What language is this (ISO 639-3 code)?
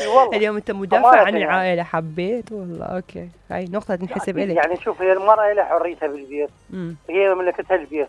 acm